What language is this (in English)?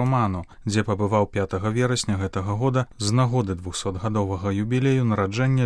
Belarusian